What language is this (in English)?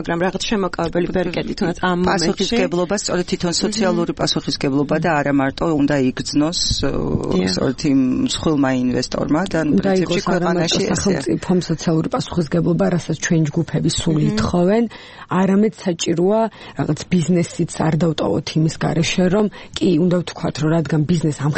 Georgian